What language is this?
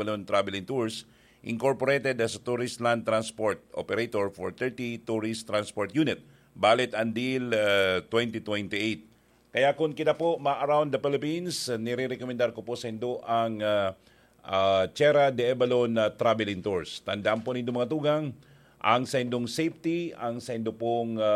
Bikol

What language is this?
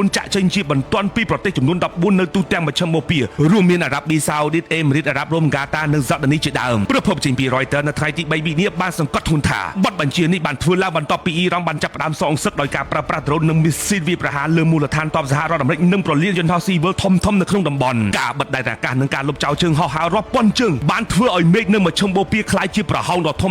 Khmer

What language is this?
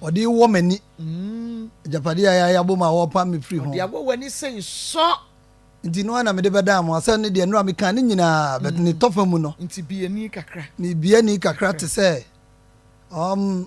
Akan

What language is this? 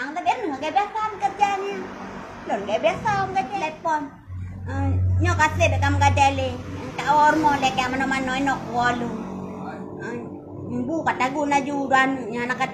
Achinese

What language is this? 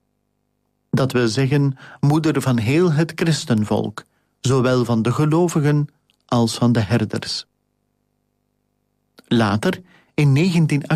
Dutch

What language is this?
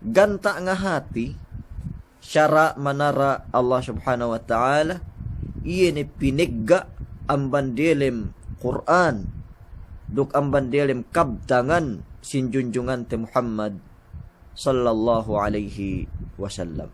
Yakan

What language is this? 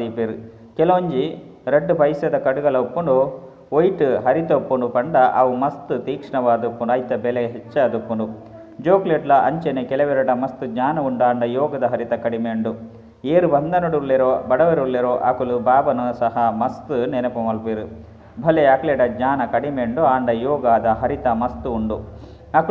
Tulu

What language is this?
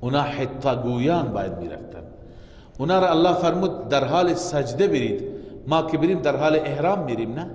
Persian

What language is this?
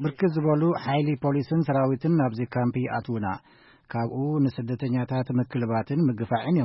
Tigrinya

